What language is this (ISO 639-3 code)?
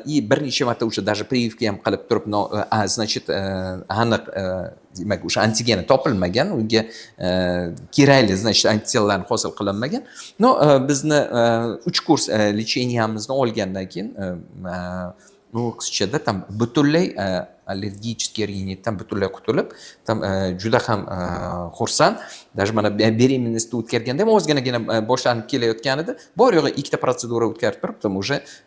uzb